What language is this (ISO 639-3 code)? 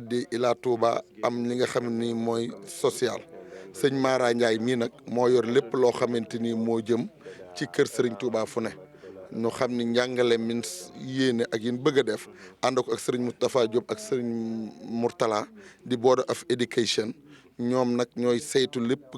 wol